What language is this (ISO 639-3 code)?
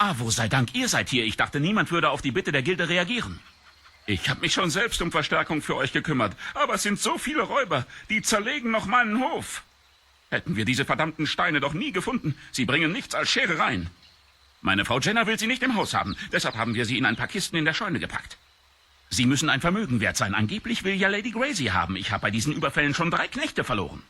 gsw